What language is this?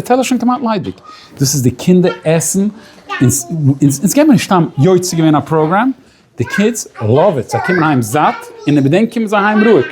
Yiddish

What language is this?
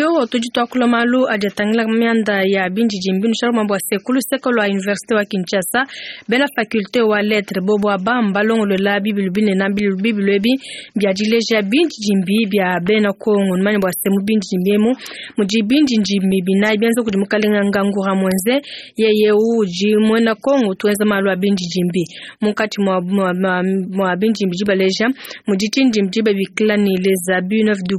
Luba-Lulua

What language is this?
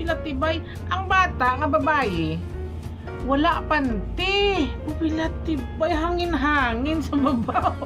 Hiligaynon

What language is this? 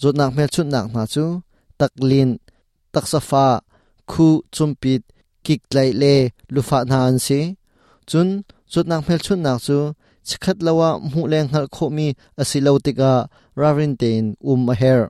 Hakha Chin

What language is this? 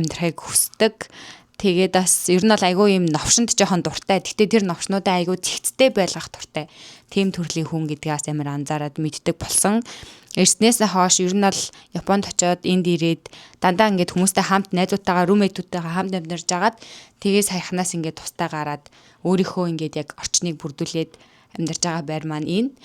Mongolian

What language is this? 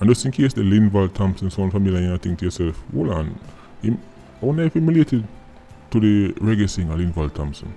Jamaican Creole English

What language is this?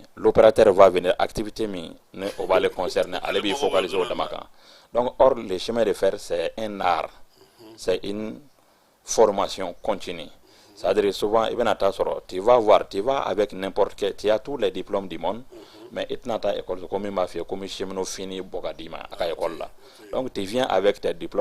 Bambara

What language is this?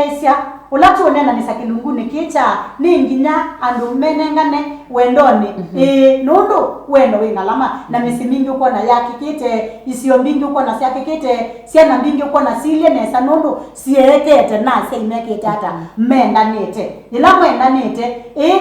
Kamba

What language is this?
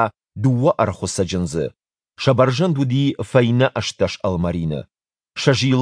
Ossetic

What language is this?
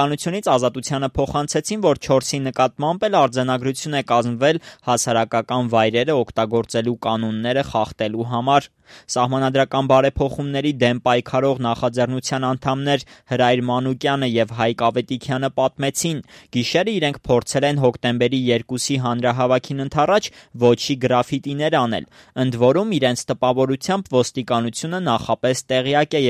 Armenian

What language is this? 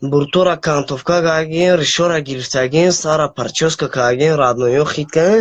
Tajik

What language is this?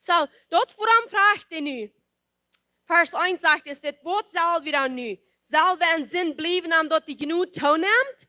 Plautdietsch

